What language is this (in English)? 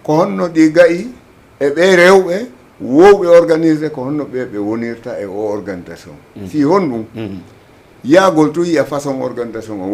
Fula